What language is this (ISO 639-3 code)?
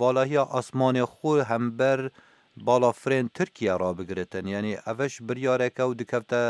kur